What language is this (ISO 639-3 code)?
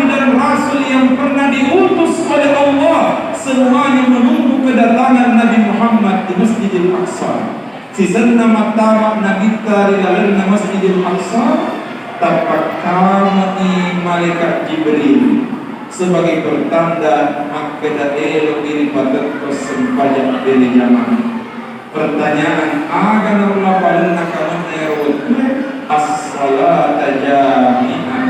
bug